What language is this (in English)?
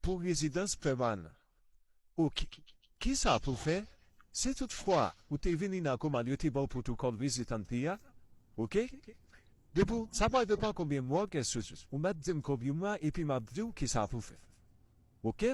Haitian Creole